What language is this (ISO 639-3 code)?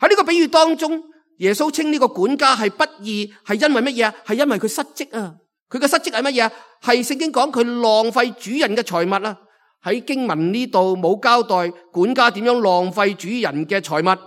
yue